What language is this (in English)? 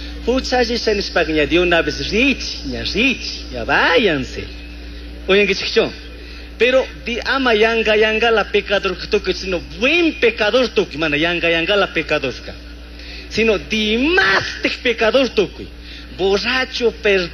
Chimborazo Highland Quichua